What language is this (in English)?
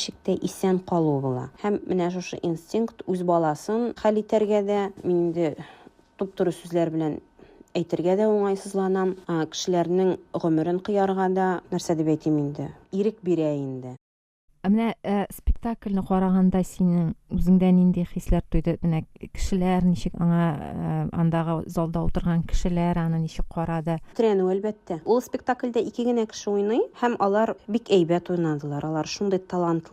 Tatar